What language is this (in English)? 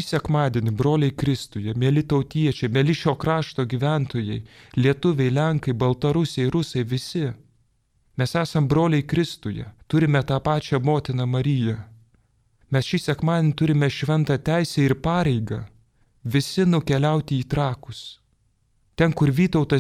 Lithuanian